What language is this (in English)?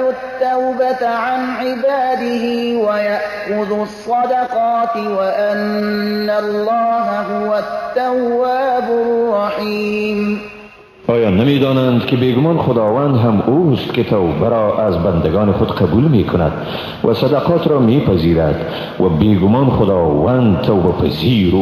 Persian